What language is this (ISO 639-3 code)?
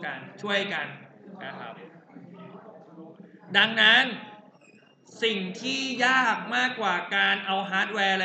tha